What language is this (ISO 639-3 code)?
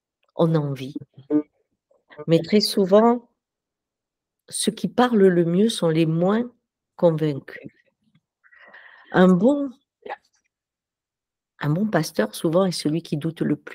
fra